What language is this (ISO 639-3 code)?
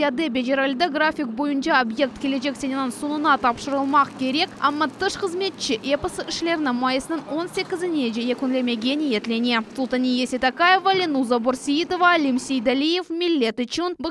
crh